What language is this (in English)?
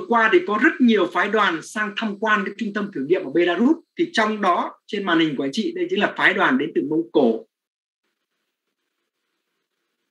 Vietnamese